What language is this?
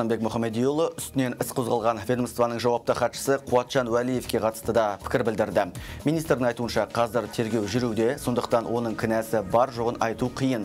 Kazakh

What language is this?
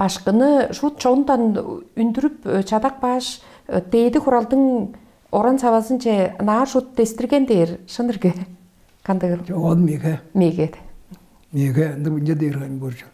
Tuvinian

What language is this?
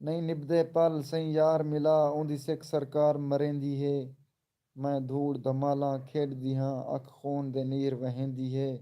Saraiki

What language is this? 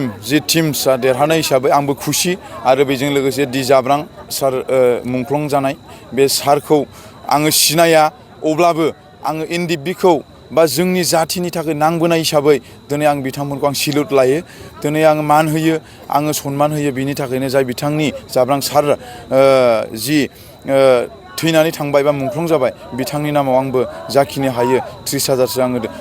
Bodo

